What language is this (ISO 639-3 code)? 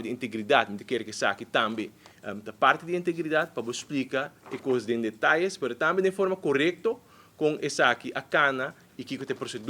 pap